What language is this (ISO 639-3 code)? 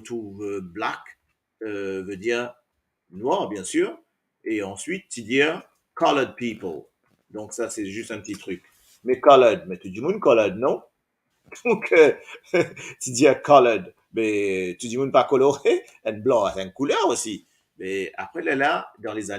mfe